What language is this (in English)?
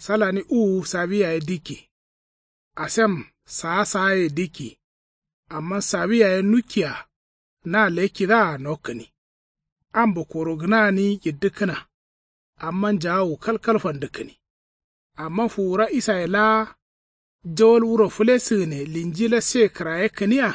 Kanuri